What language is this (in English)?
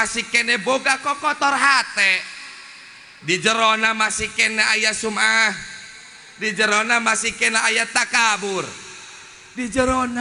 Sundanese